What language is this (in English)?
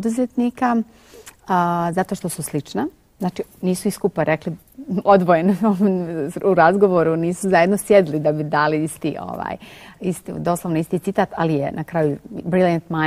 Bosnian